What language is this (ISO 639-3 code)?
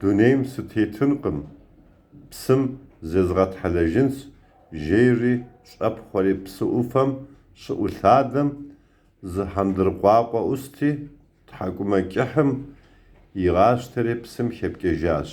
kbd